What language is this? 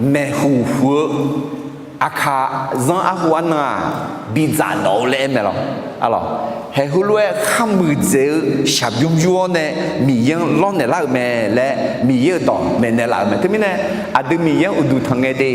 Akha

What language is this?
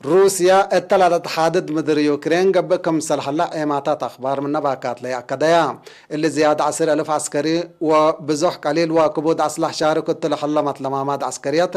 Tigre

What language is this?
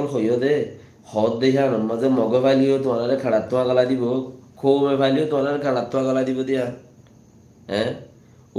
Rohingya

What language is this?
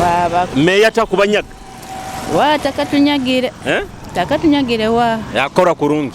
Nyoro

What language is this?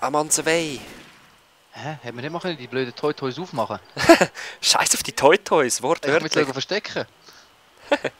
Swiss German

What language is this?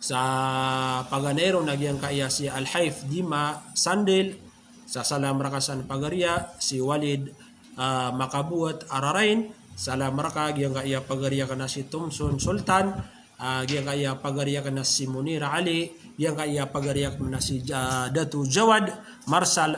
Maranao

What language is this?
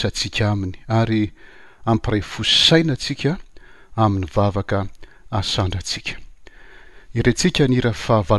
Malagasy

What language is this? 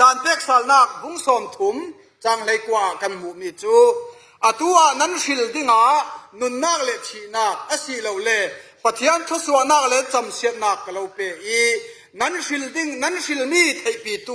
Falam Chin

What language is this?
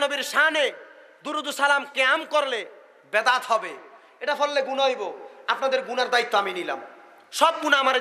Sylheti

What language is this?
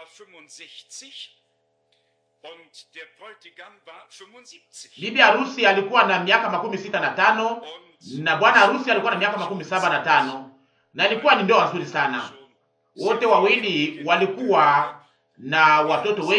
Swahili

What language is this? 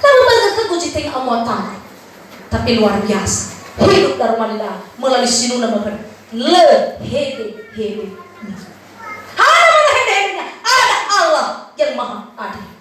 Nias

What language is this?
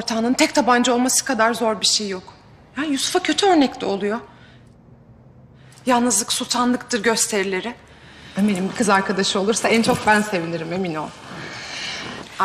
Turkish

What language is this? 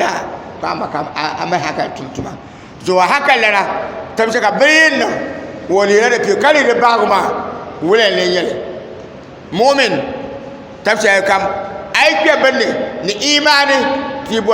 Dagbani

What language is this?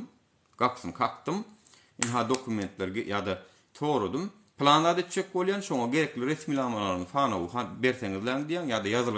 Turkmen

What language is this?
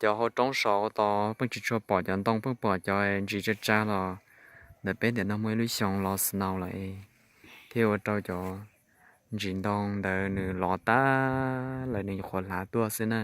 Hmong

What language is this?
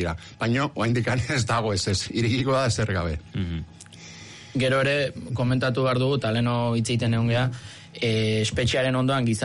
Basque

